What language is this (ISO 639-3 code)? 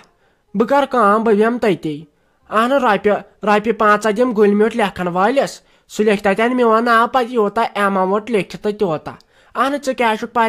kas